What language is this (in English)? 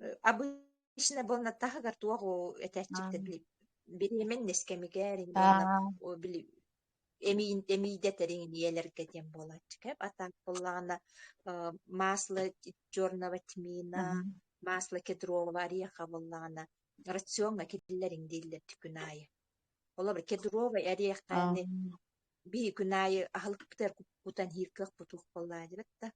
Yakut